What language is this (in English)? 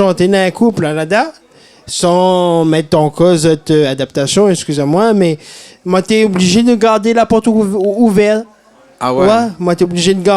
Réunion Creole French